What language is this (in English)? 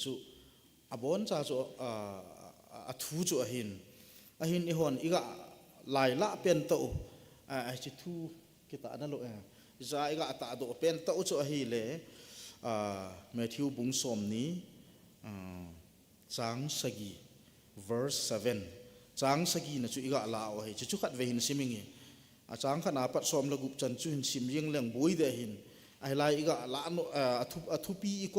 Thado Chin